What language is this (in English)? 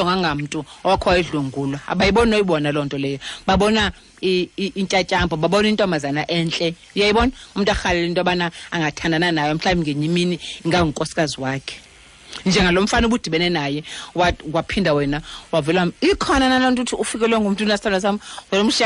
Xhosa